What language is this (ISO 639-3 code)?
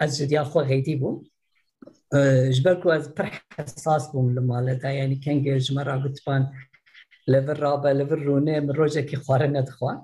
kur